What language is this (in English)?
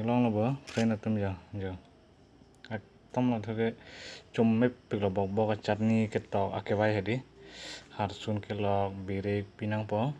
Karbi